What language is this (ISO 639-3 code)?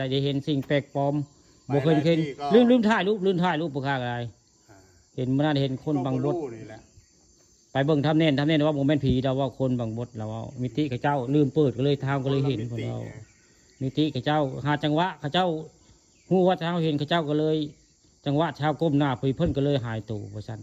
tts